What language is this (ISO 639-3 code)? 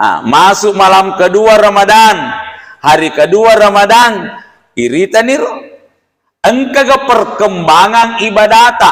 bug